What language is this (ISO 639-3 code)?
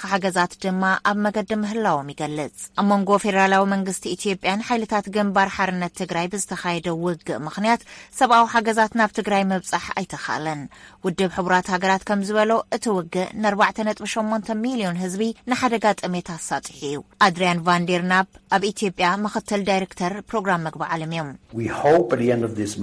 tir